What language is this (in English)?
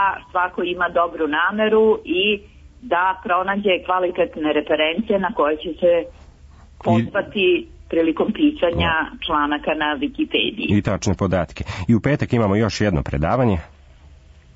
Serbian